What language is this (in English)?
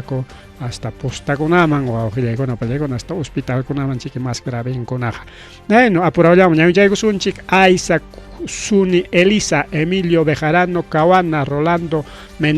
Ayacucho Quechua